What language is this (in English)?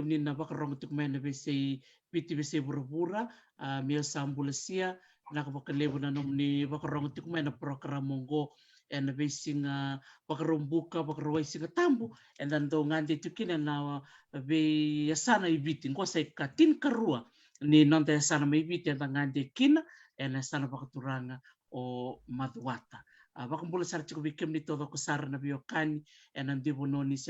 Fijian